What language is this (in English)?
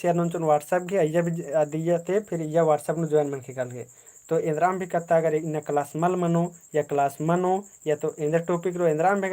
Kurukh